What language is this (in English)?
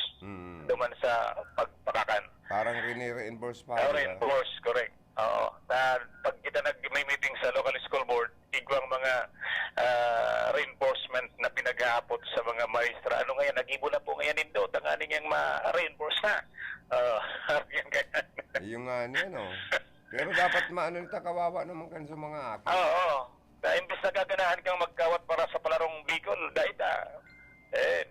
Bikol